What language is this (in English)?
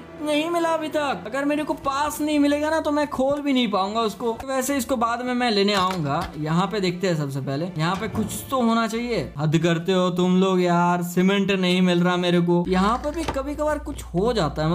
Hindi